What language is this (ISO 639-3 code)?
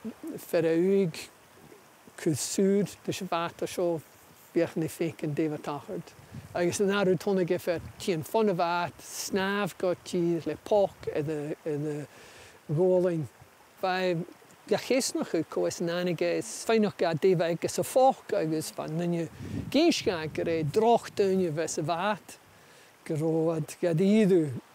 gla